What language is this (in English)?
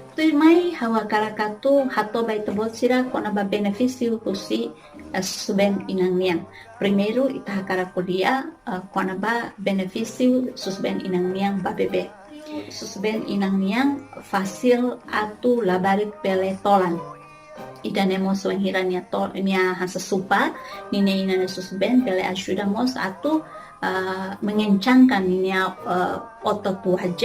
Tetum